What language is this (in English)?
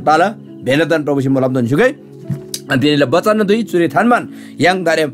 Eastern Tamang